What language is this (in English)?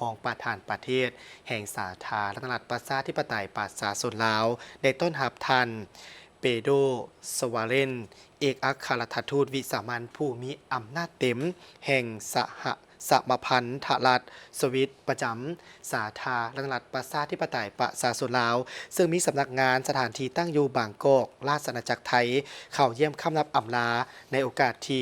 Lao